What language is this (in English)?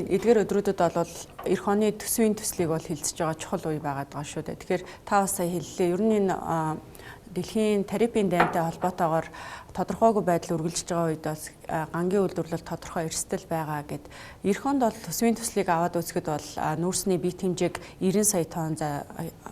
Mongolian